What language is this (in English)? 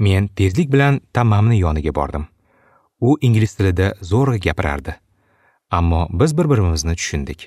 Uzbek